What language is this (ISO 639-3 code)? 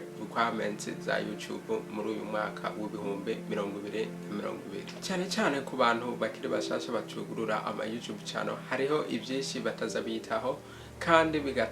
run